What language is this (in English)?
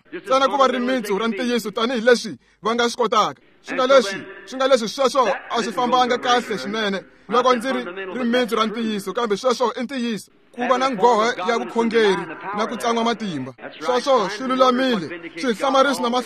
Tsonga